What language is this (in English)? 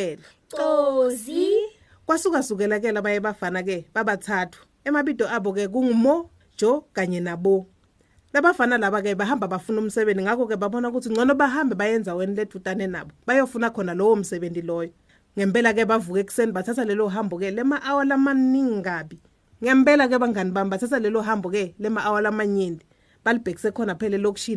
Swati